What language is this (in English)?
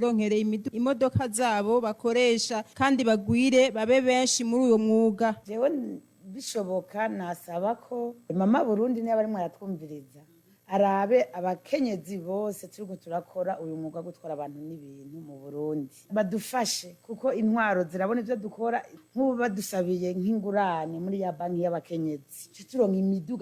Rundi